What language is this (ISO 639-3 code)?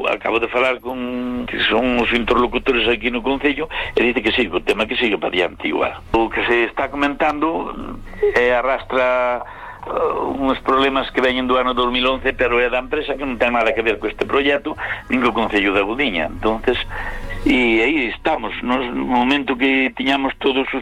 glg